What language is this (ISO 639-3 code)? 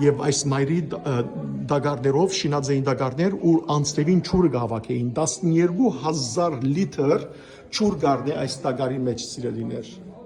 hyw